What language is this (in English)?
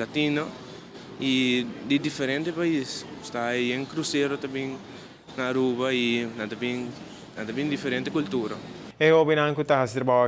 Papiamento